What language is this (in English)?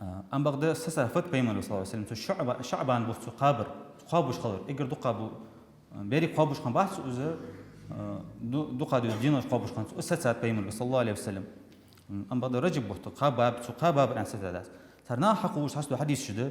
Ingush